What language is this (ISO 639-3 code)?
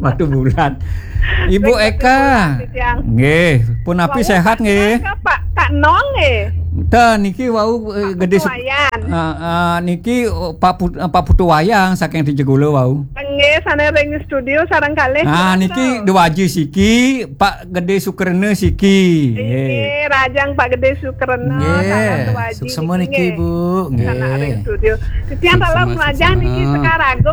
ban